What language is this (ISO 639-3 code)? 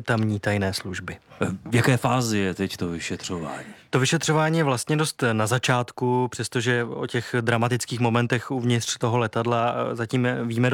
ces